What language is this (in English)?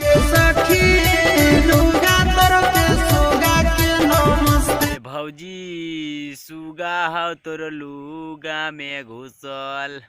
Magahi